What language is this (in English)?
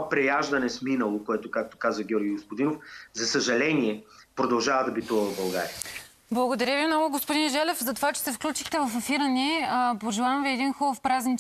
Bulgarian